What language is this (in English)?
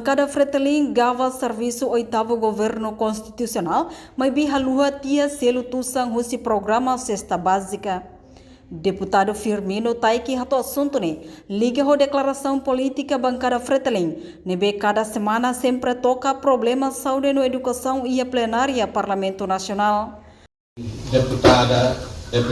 Tetum